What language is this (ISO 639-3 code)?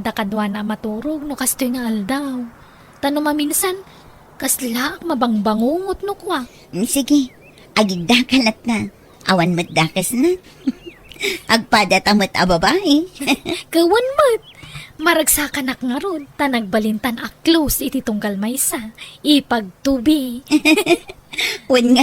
ilo